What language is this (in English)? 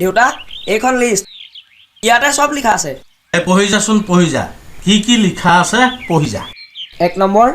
Assamese